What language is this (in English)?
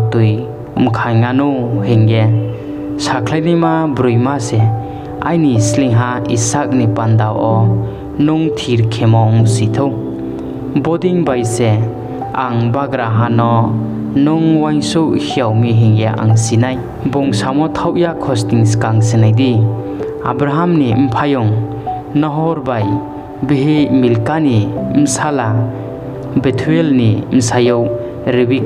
Riang (India)